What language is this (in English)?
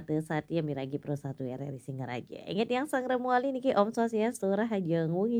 Balinese